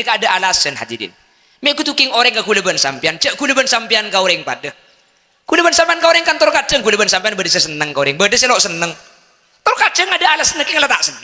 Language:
Madurese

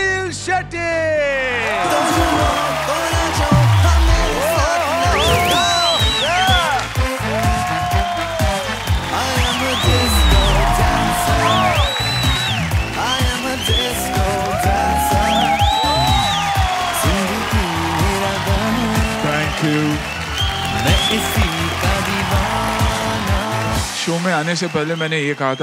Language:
Hindi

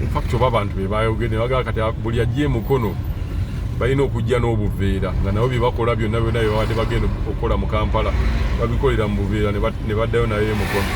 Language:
Ganda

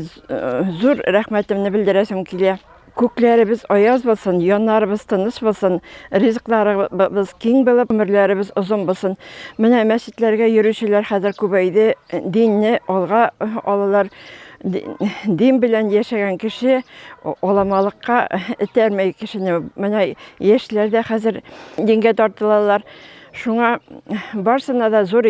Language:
Tatar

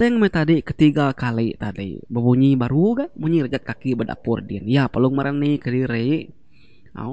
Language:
Iban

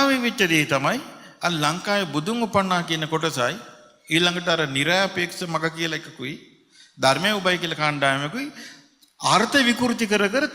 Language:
Sinhala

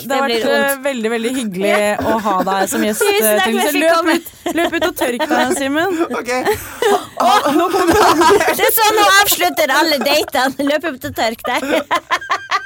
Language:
Norwegian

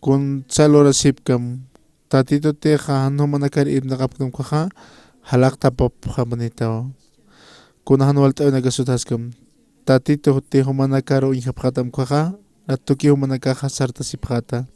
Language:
Aymara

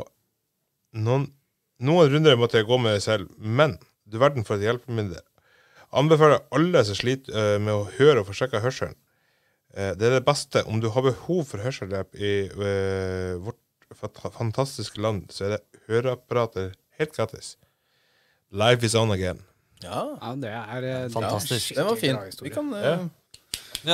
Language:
Norwegian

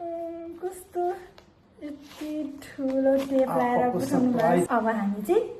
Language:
Nepali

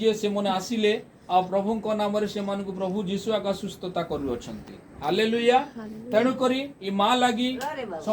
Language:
Odia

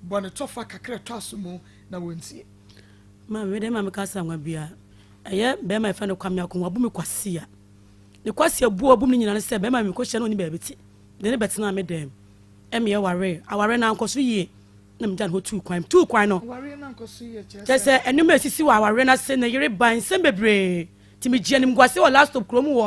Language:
Akan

